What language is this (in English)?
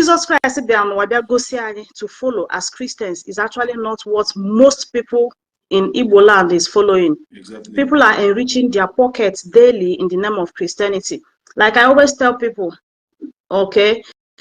Igbo